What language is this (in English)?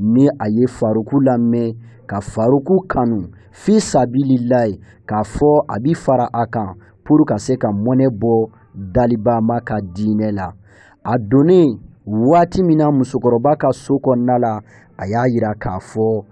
Bambara